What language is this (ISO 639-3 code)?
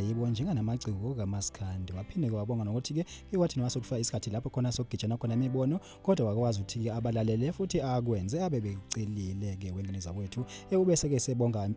zul